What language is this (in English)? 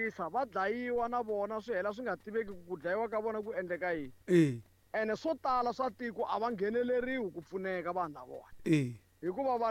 Tsonga